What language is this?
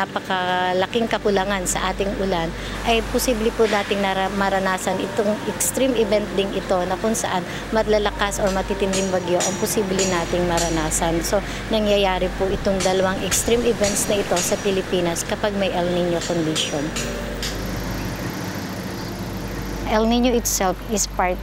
Filipino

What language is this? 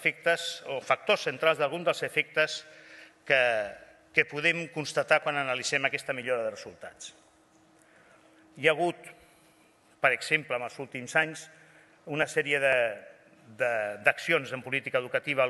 Catalan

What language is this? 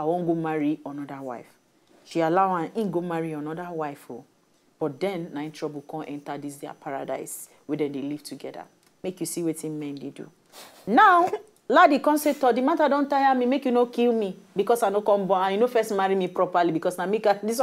Nigerian Pidgin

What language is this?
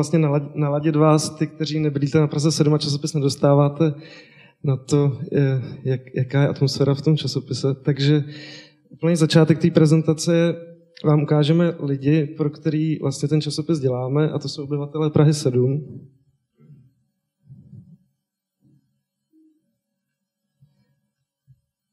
Czech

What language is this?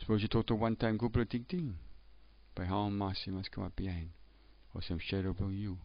Tok Pisin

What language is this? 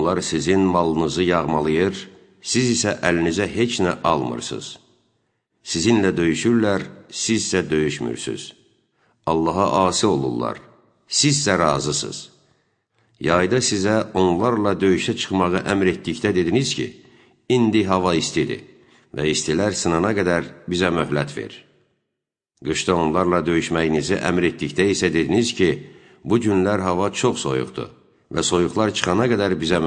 Azerbaijani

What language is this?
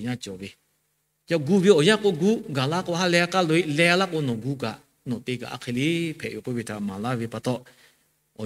Lahu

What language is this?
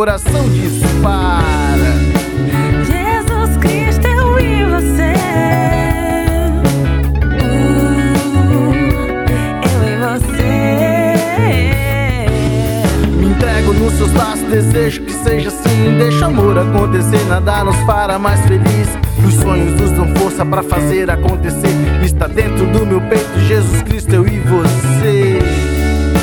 Portuguese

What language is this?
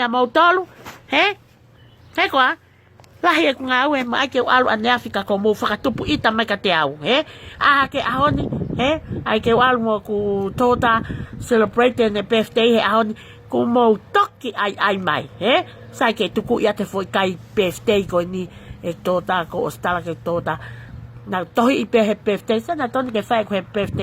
Tongan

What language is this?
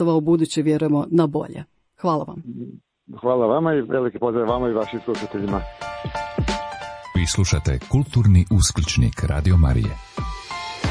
Croatian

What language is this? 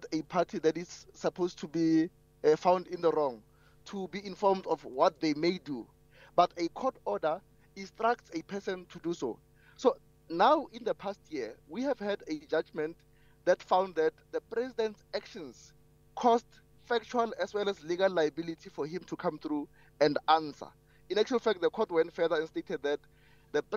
English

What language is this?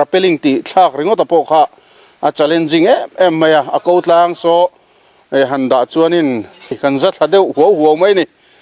Mizo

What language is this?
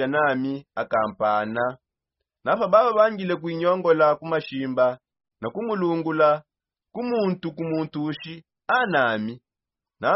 Songe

